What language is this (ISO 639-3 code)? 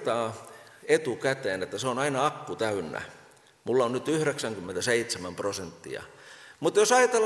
fin